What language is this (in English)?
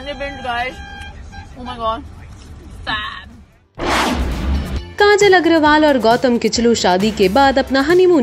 Hindi